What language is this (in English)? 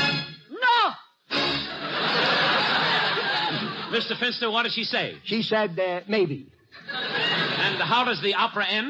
English